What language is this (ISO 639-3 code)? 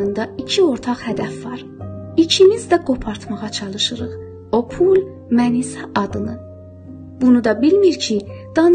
azb